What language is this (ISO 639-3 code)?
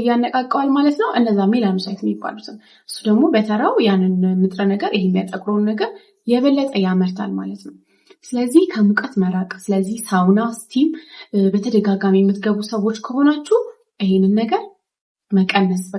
amh